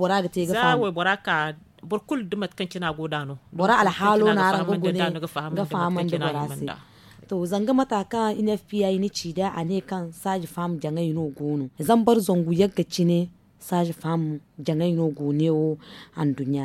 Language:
Zarma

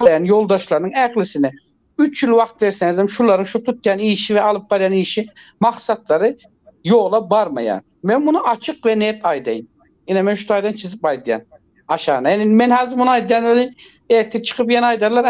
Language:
Turkmen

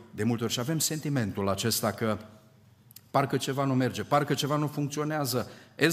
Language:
Romanian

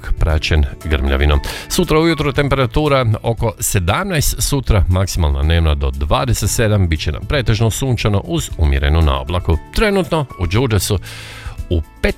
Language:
Croatian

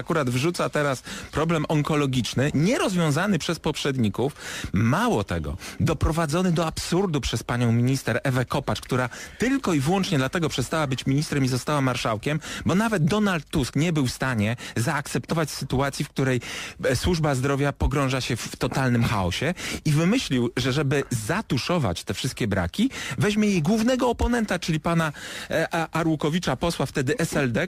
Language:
Polish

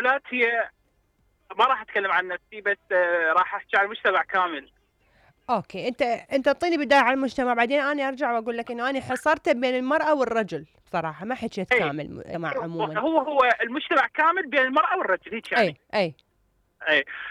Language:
Mesopotamian Arabic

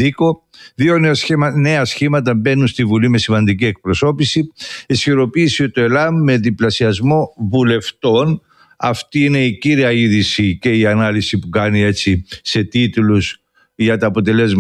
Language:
Greek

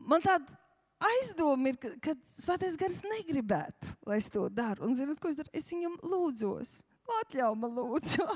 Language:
Latvian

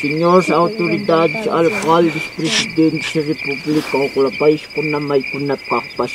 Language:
Ayacucho Quechua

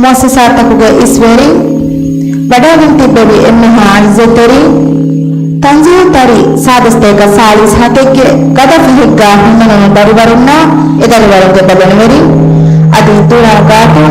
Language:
Divehi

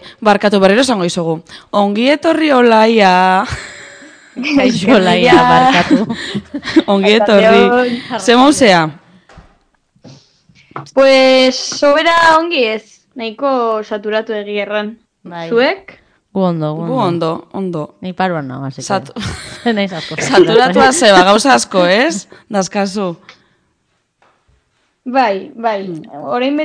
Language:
Basque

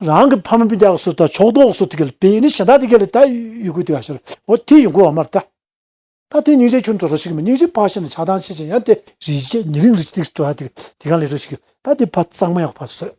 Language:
Tibetan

